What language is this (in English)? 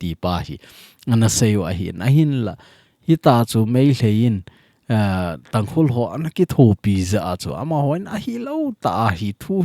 Thado Chin